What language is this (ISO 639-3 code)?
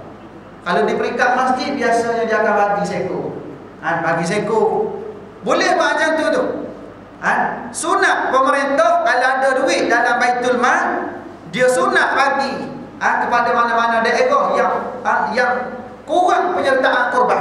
msa